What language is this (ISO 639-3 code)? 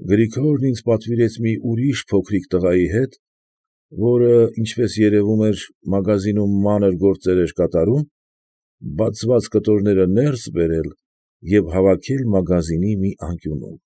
hye